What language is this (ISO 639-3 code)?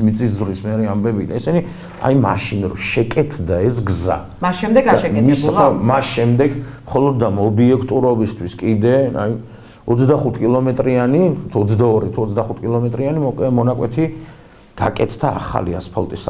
kat